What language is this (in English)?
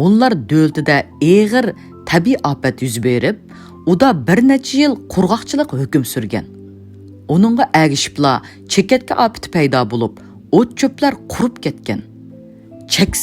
Uyghur